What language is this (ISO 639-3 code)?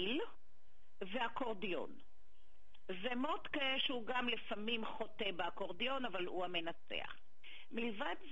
heb